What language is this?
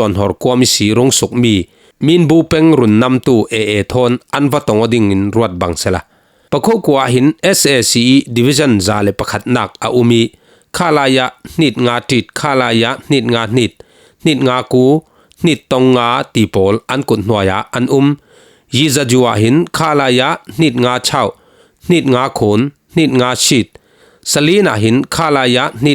Falam Chin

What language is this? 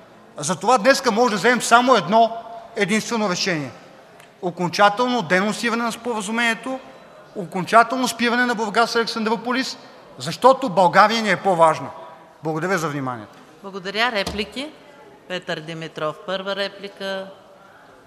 Bulgarian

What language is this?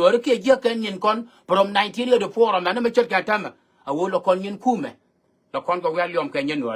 Nuer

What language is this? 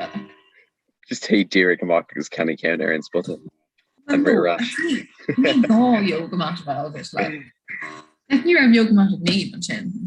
Irish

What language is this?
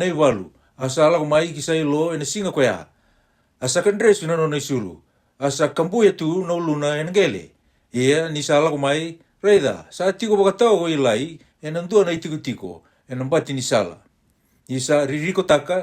Fijian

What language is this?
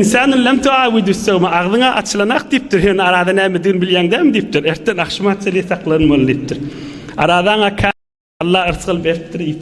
Turkmen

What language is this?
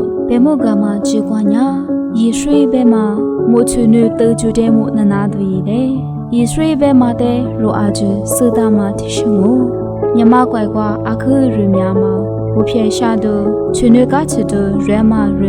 Lisu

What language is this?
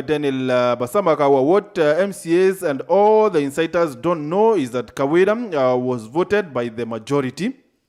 Meru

